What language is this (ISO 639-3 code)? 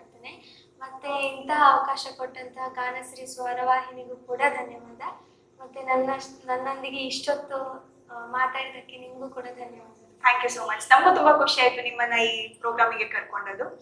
kan